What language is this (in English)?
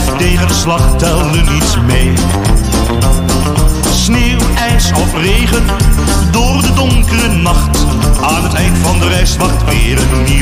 Dutch